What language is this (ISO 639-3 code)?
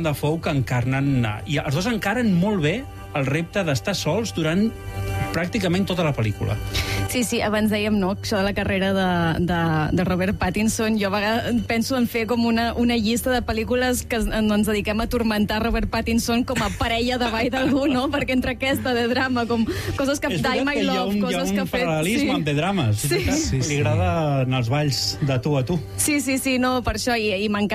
cat